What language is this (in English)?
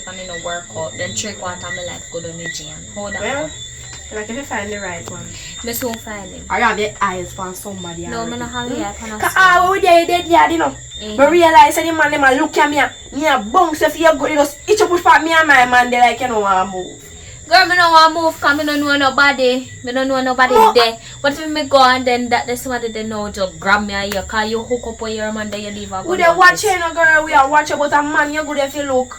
Jamaican Creole English